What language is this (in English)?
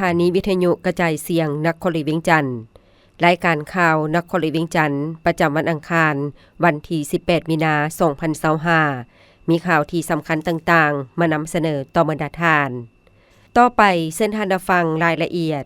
Lao